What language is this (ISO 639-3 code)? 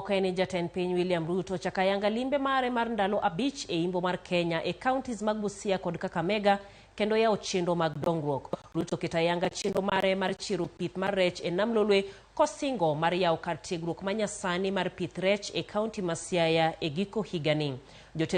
luo